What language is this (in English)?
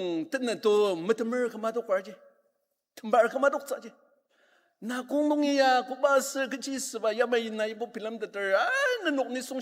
Ao Naga